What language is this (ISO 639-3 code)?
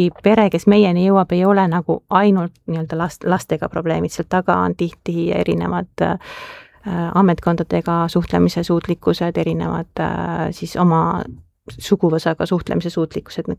est